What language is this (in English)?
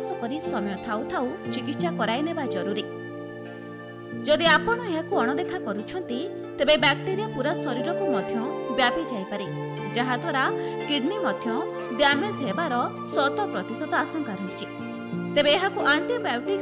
Odia